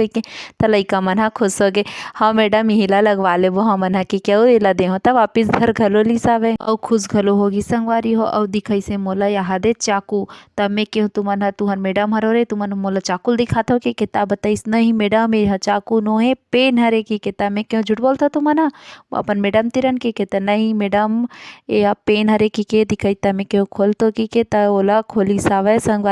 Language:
Chhattisgarhi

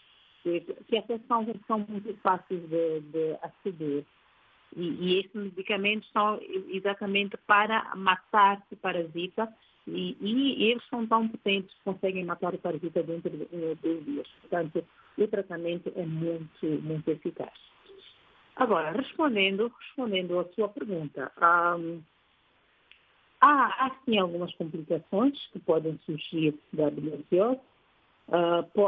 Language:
Portuguese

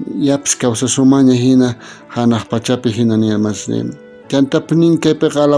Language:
South Bolivian Quechua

